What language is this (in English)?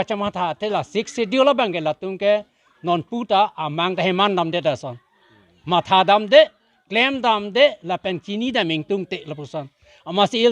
Karbi